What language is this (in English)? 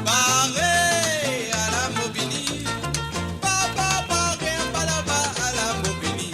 Morisyen